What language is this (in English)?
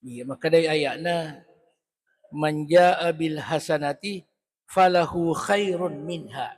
Buginese